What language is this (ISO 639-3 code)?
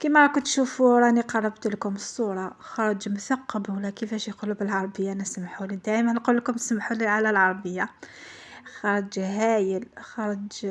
arq